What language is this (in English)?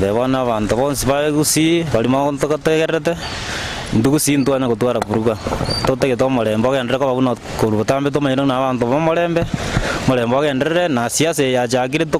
Gusii